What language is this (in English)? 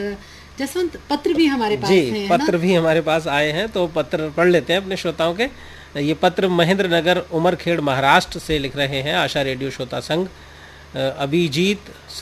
Hindi